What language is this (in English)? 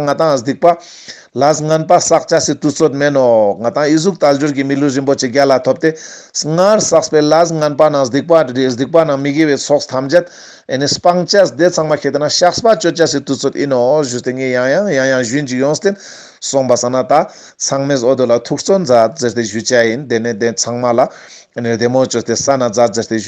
Ladakhi